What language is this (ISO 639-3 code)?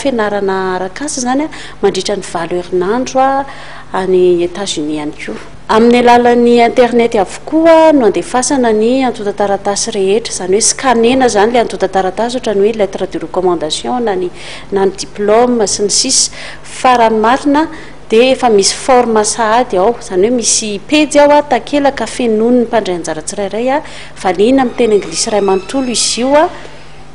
mlg